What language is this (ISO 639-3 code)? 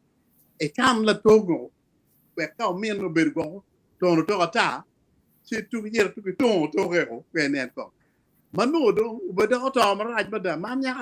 ach